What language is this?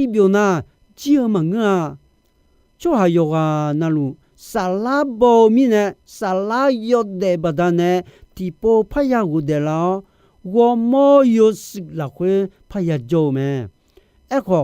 Akha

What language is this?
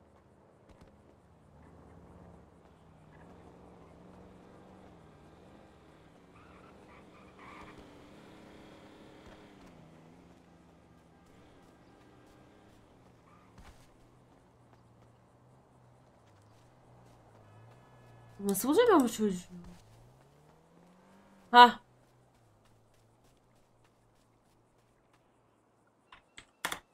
Turkish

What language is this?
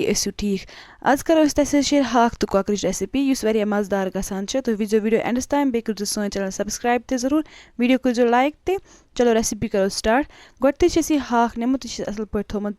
Kashmiri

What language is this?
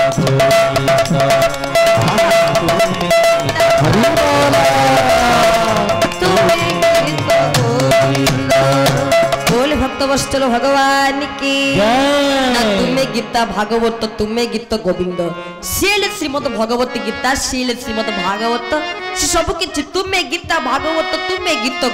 Odia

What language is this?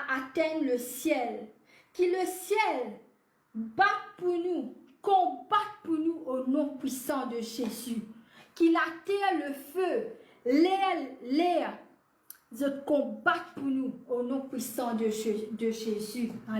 Morisyen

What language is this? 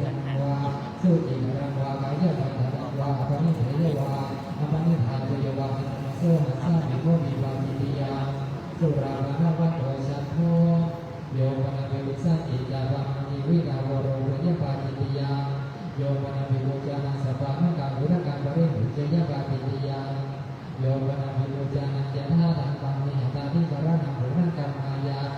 Pali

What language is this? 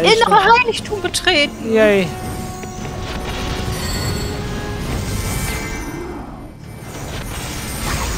German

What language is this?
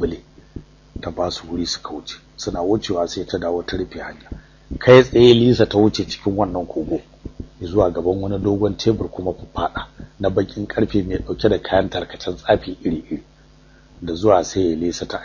Hausa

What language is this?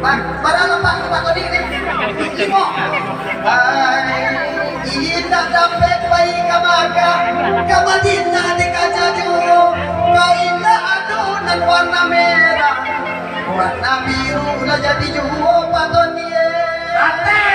Minangkabau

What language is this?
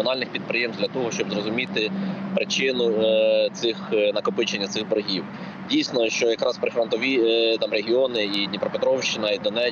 Ukrainian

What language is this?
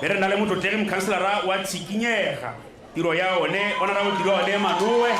Tswana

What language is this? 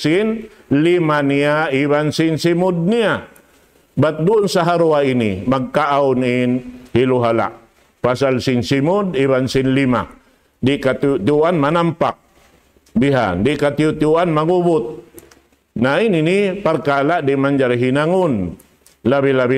Tausug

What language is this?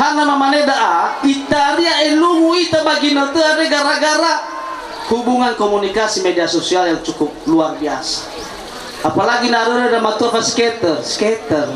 Nias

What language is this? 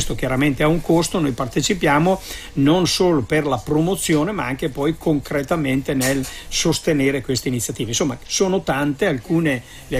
Italian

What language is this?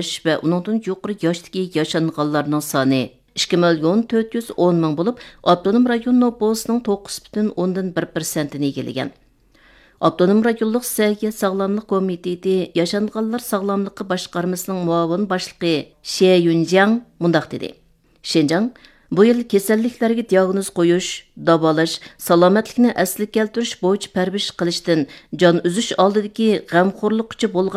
Uyghur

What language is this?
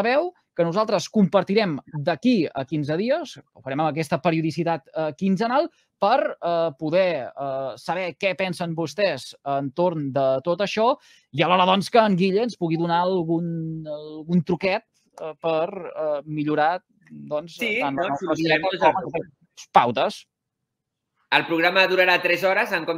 Catalan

